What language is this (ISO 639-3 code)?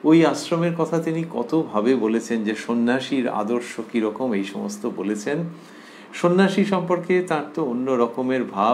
ben